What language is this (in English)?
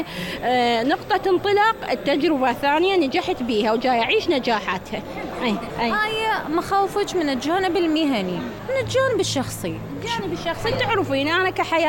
Mesopotamian Arabic